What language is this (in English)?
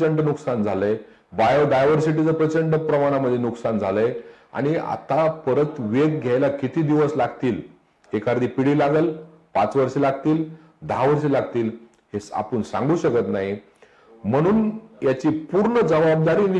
Marathi